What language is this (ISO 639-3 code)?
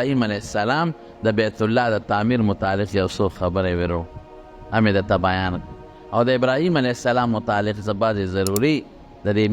pus